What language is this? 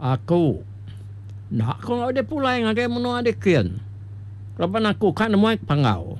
Iban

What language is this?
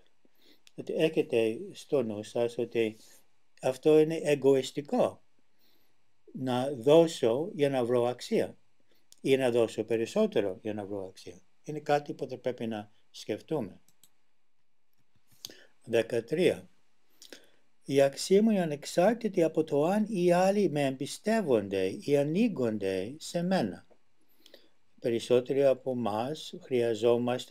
Greek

